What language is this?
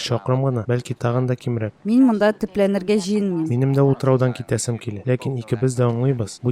Tatar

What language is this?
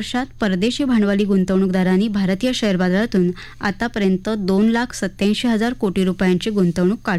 Marathi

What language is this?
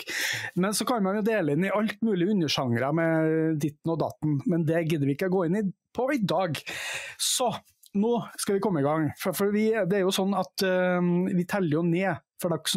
Norwegian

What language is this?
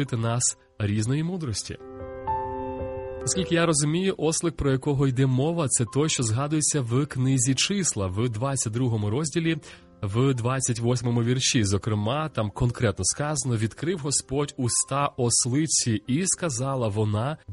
Ukrainian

